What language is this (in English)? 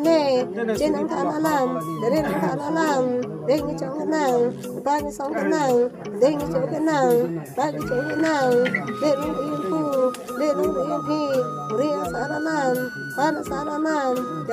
Karbi